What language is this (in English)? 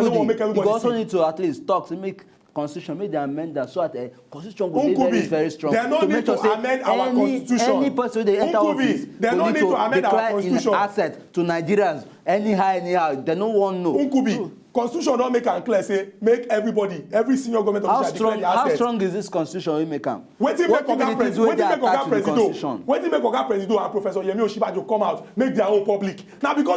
Nigerian Pidgin